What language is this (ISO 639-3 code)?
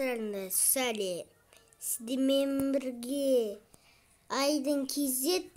kaz